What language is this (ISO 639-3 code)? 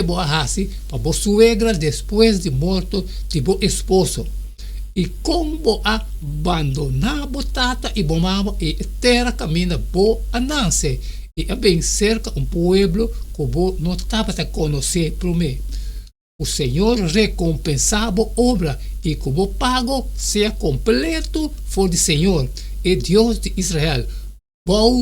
pap